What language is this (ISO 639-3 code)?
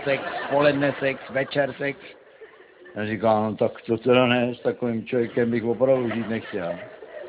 ces